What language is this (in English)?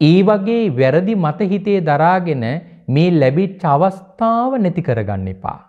Sinhala